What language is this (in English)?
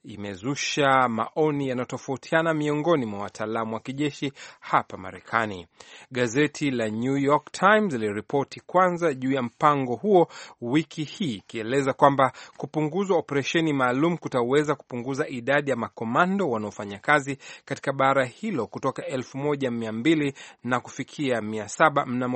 Swahili